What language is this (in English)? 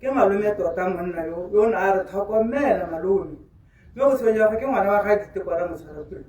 Tswana